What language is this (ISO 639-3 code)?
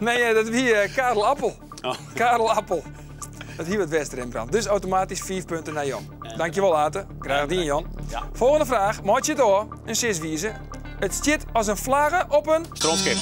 fry